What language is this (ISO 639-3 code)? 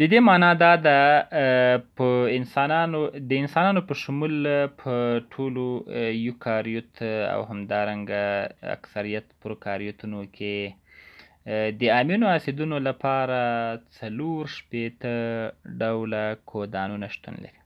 pus